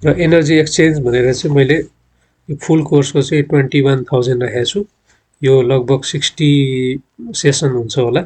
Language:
Nepali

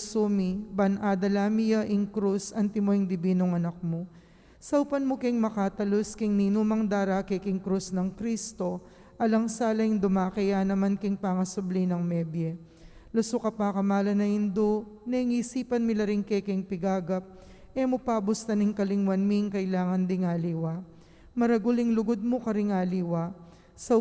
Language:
Pampanga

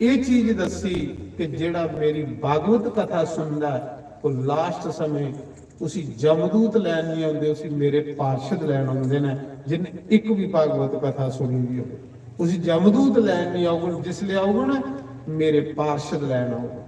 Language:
Dogri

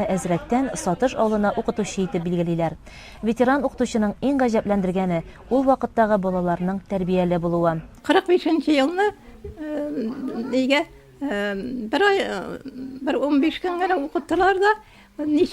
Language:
Tatar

